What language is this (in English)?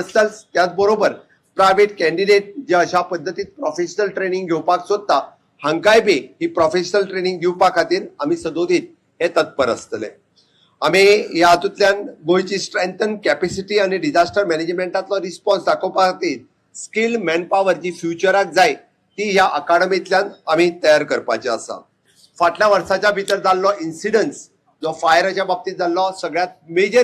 Konkani